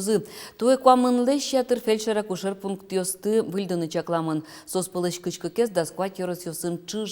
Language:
Udmurt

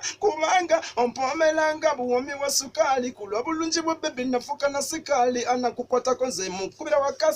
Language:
Ganda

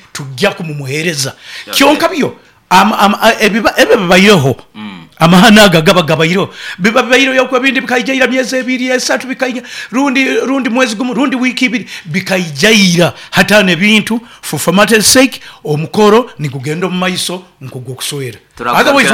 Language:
Nyoro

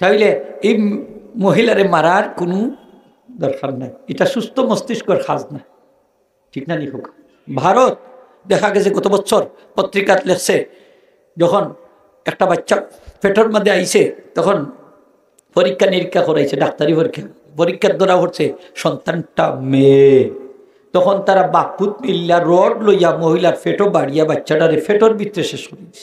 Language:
Sylheti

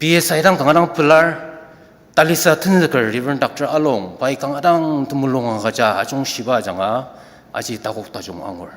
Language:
Ao Naga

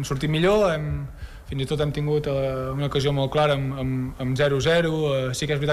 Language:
Catalan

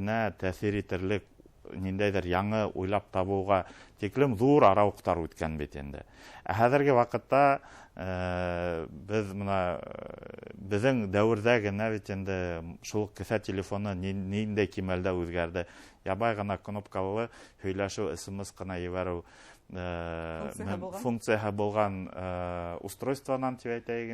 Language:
Bashkir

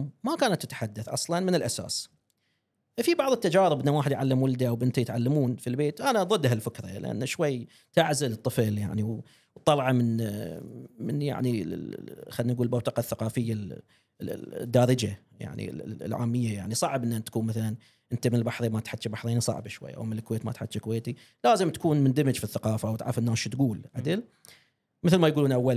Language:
Gulf Arabic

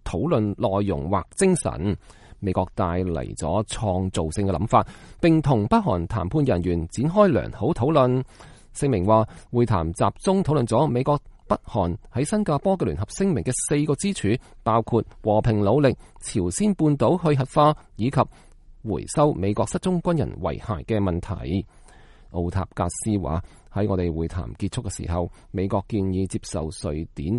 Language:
Cantonese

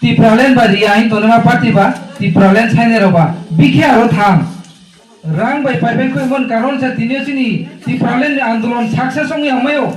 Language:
Riang (India)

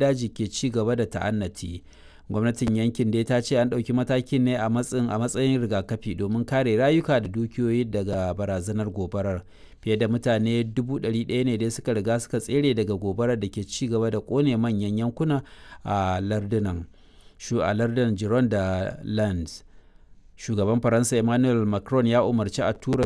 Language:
Hausa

